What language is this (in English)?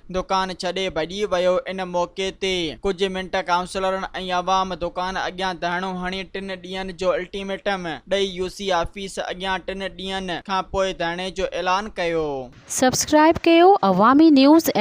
Sindhi